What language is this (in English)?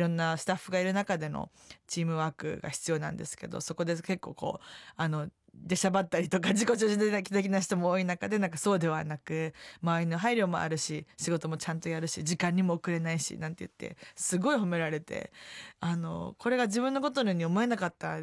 Japanese